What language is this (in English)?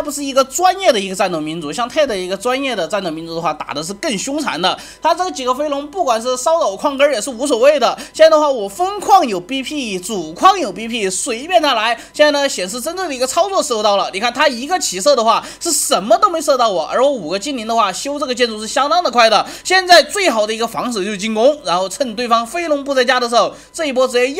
Chinese